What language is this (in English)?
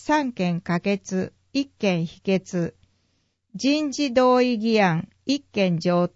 Japanese